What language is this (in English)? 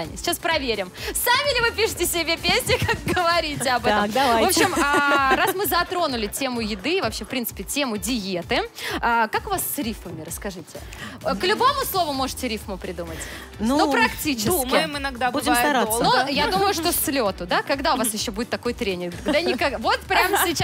Russian